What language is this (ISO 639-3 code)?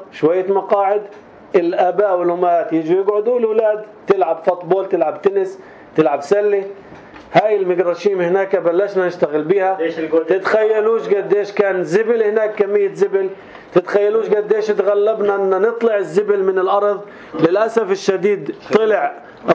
apc